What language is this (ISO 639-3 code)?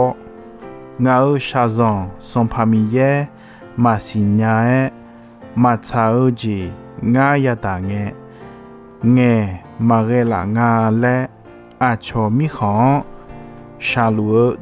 ahk